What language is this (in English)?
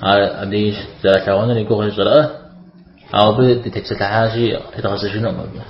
Kabardian